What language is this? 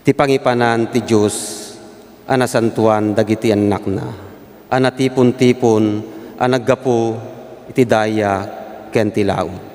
Iloko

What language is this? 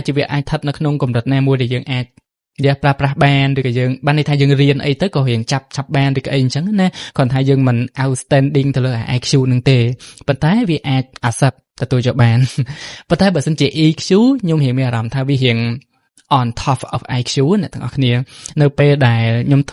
Khmer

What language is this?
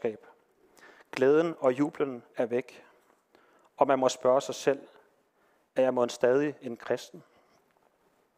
Danish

